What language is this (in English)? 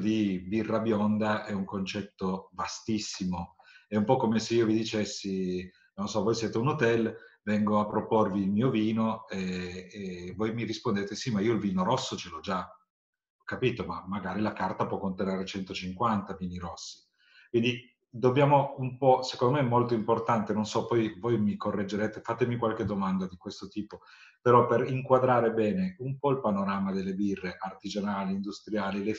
Italian